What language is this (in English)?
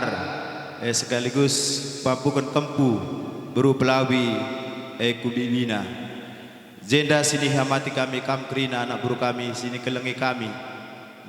Batak Karo